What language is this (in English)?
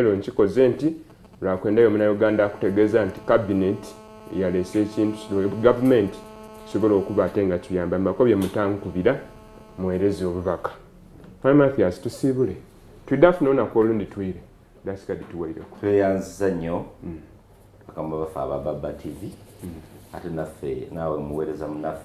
Soga